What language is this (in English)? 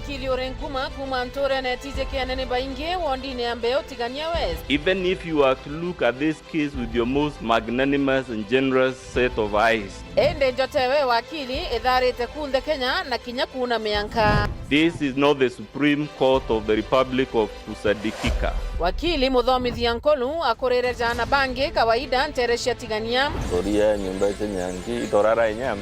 Meru